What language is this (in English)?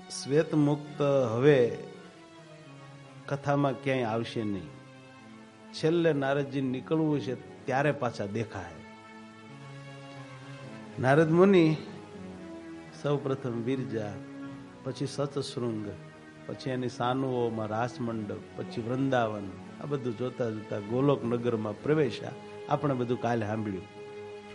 Gujarati